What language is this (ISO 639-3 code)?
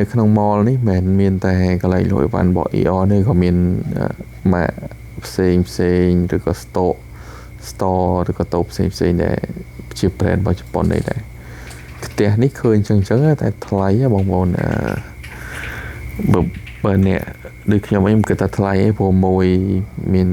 khm